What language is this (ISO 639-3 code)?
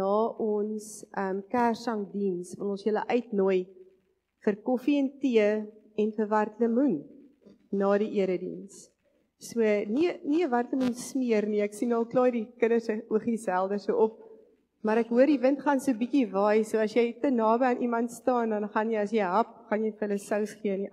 afr